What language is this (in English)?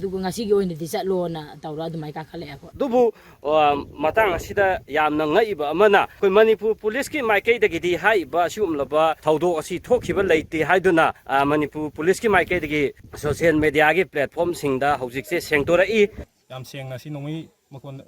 Manipuri